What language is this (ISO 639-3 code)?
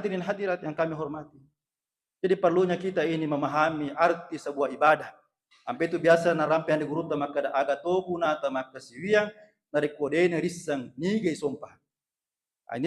bug